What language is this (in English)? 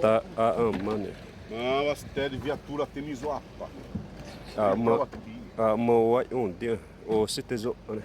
Xavánte